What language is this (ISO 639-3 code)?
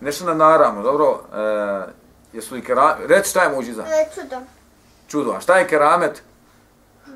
bos